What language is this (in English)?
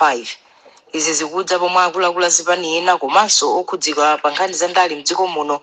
Nyanja